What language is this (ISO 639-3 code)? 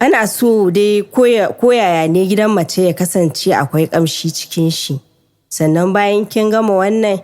hau